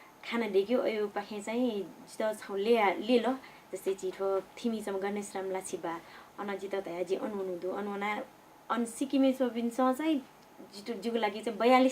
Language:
Newari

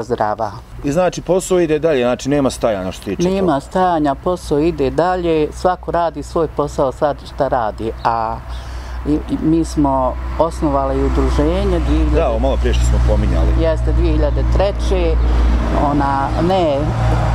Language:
Bosnian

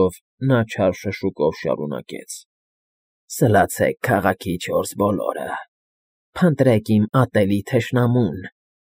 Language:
Armenian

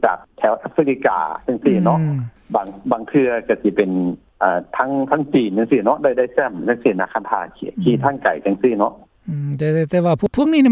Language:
Lao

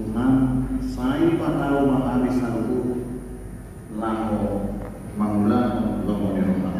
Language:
Batak Toba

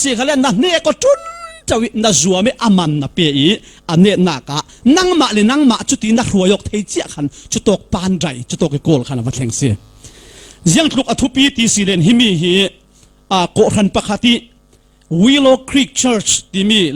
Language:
Falam Chin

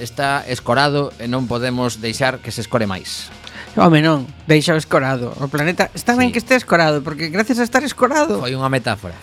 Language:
Galician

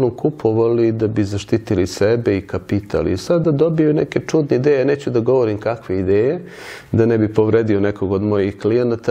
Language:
Serbian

